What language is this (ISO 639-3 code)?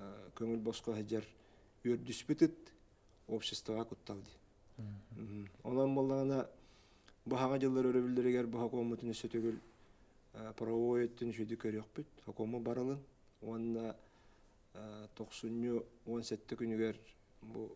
sah